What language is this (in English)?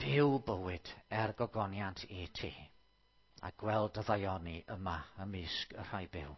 Welsh